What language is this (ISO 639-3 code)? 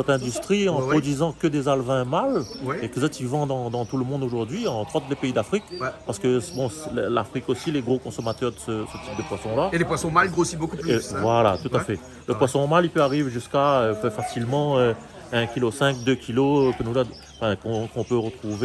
rcf